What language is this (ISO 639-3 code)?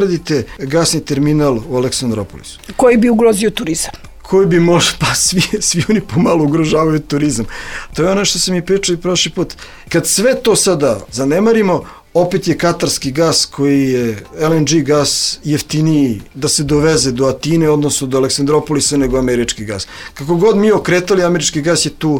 srp